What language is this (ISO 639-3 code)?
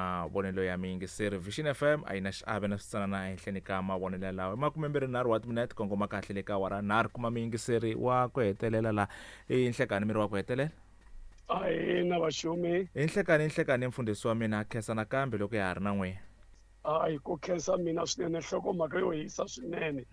tso